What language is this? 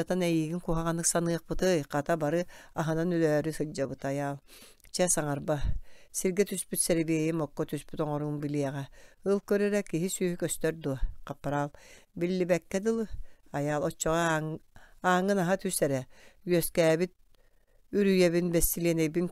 Yakut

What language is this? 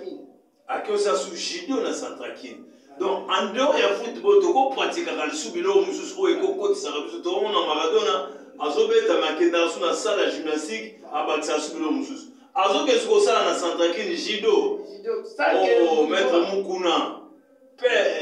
Lingala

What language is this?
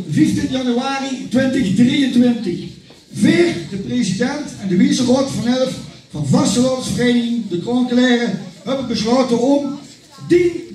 Limburgish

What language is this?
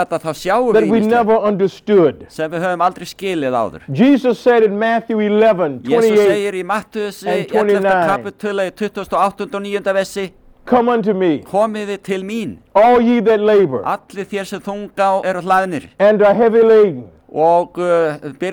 Icelandic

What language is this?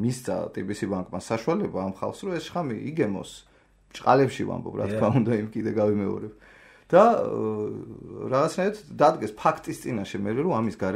Georgian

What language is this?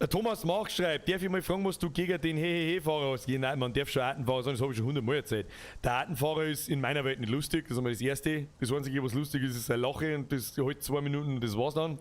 Bavarian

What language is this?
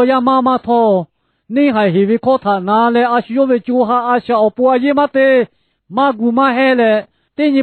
Lahu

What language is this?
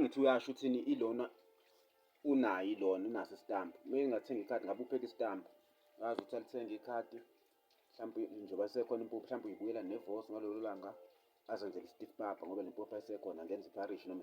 Zulu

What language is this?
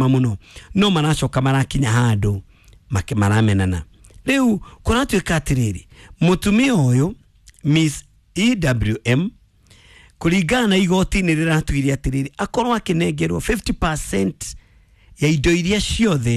Kikuyu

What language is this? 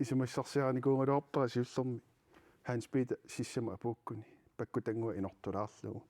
Kalaallisut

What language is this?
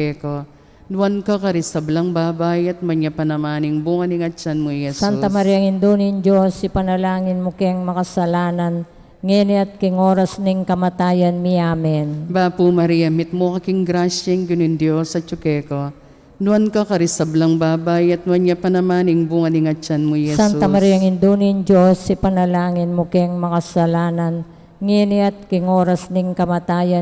Pampanga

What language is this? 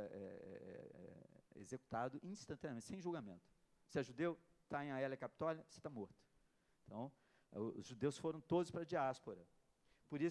Portuguese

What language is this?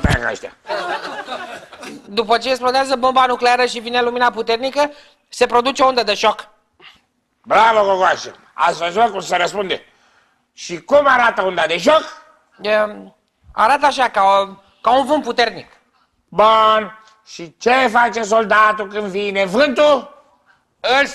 Romanian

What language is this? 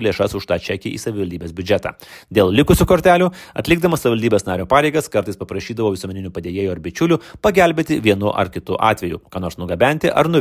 Lithuanian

